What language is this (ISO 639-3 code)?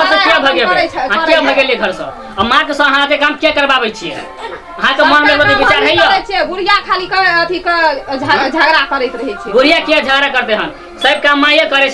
mai